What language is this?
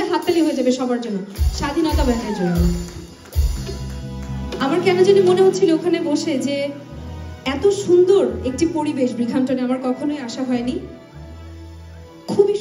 Bangla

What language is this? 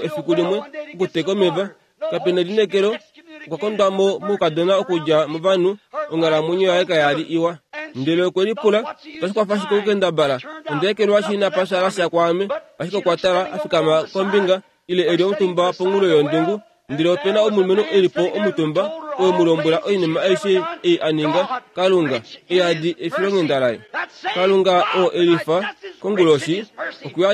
Kuanyama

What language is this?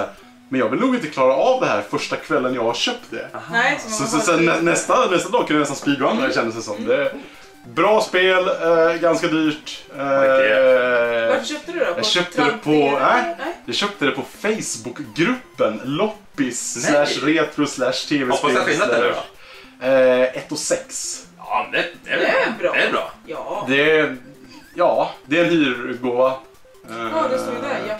Swedish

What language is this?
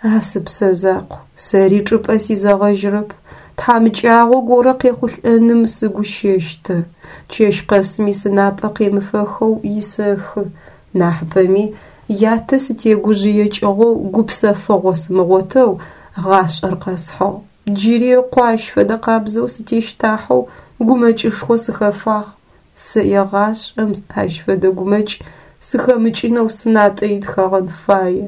Adyghe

